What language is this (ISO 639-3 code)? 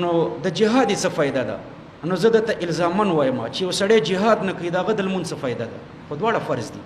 pus